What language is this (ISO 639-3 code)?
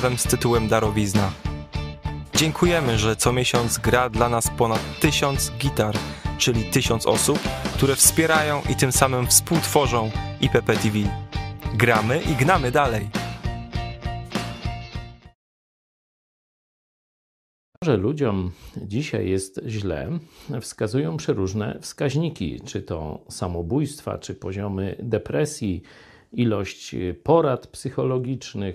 pol